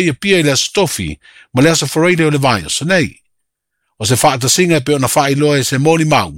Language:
Samoan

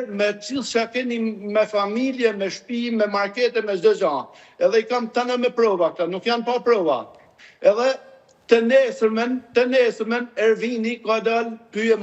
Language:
Albanian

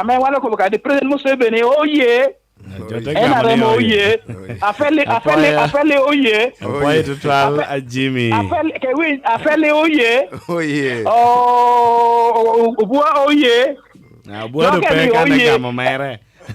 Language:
Lango (Uganda)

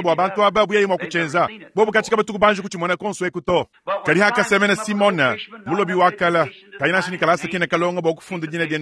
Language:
Luba-Lulua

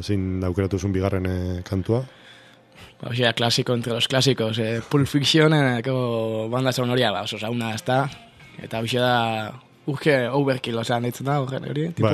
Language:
Basque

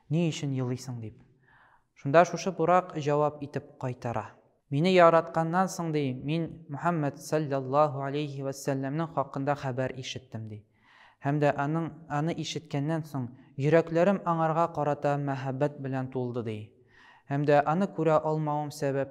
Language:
Tatar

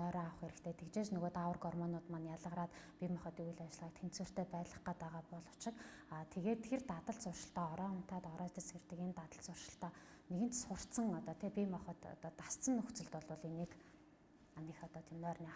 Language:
Mongolian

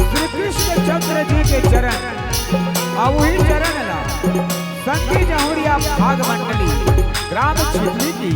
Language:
Chhattisgarhi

